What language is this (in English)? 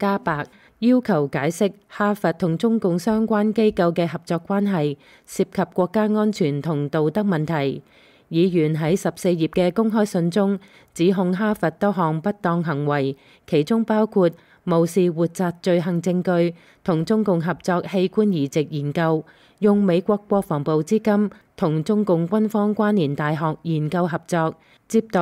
Cantonese